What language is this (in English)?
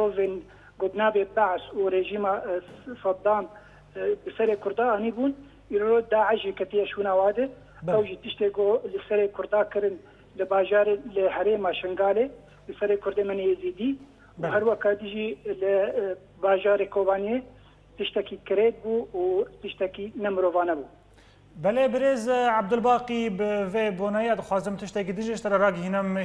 Kurdish